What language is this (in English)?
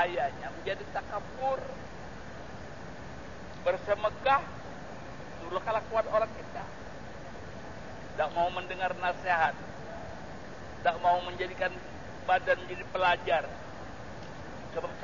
Malay